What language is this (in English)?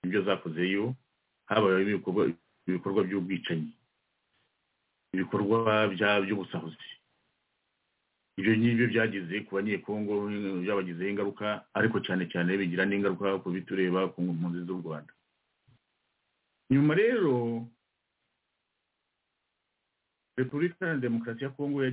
Kinyarwanda